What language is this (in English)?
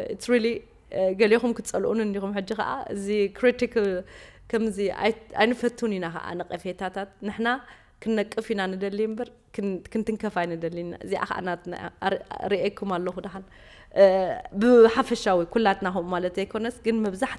Tigrinya